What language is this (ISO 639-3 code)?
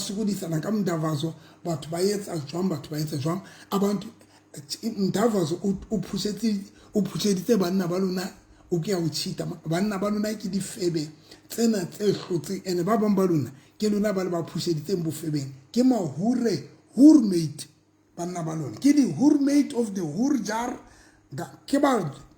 sot